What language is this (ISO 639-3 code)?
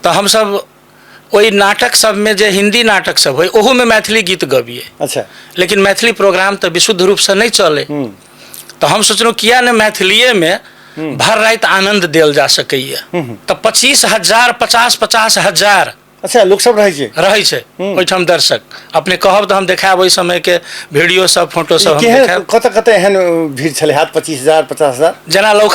mai